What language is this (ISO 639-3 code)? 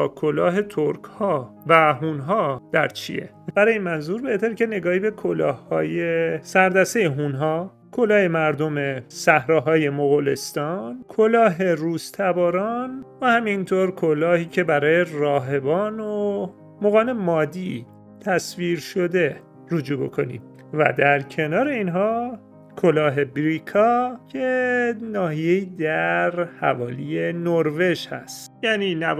fas